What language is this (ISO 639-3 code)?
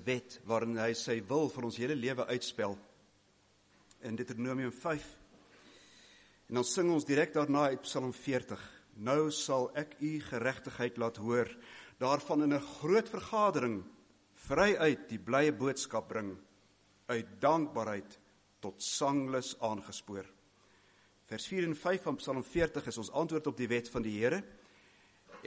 afr